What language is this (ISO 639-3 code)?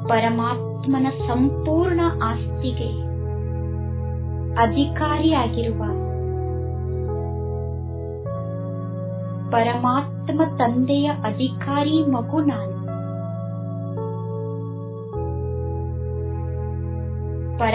kan